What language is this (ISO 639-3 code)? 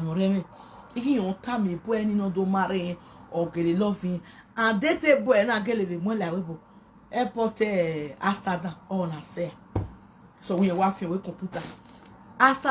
pcm